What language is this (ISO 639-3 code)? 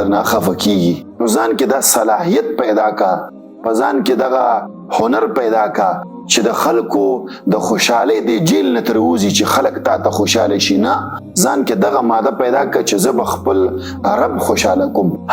pus